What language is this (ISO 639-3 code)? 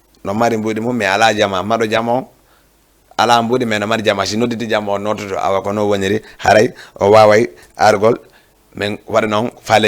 ful